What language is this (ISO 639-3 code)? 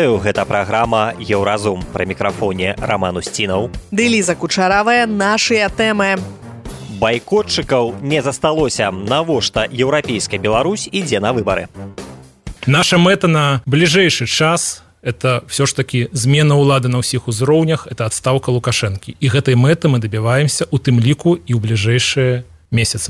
bel